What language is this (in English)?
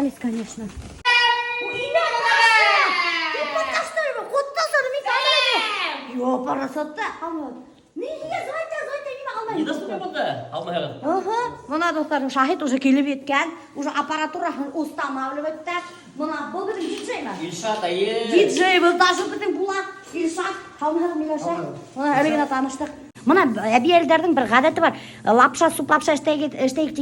Bashkir